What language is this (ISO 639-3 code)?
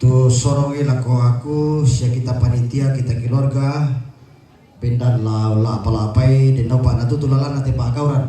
sda